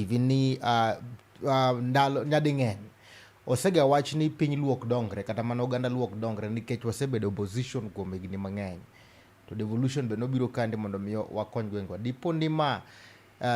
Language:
Luo (Kenya and Tanzania)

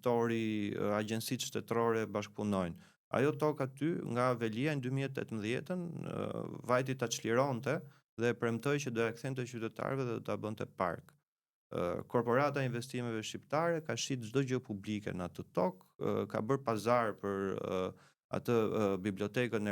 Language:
Albanian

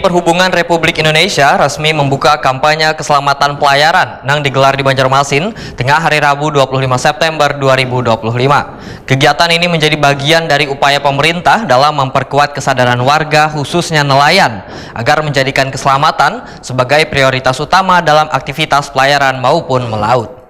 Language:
Banjar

